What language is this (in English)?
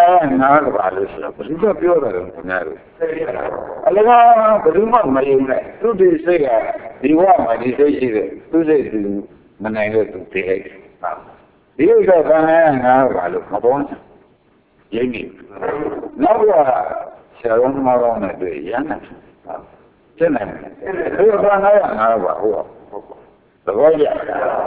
Burmese